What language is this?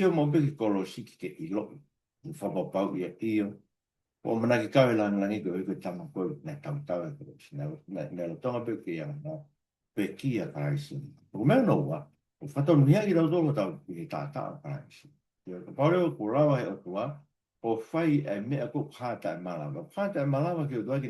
Tongan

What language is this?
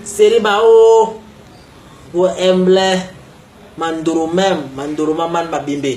Basaa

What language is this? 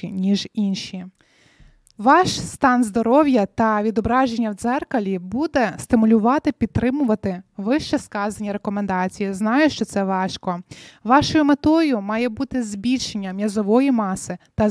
Ukrainian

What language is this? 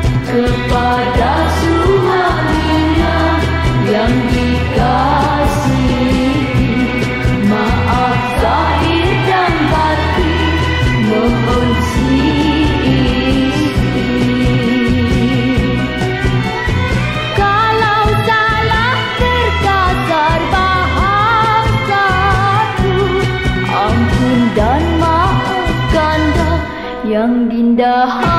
Malay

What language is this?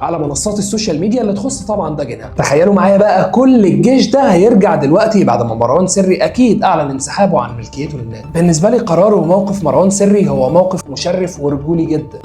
Egyptian Arabic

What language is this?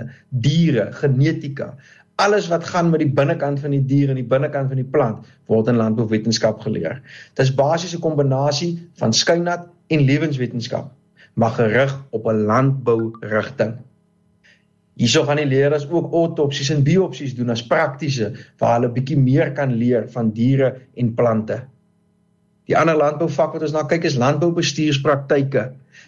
Afrikaans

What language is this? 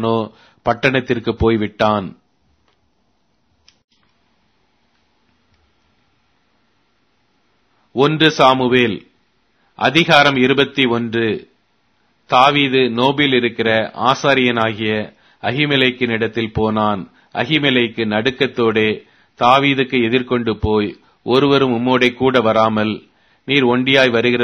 Tamil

